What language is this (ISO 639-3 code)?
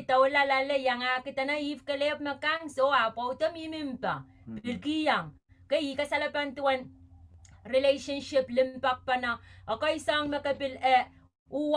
pon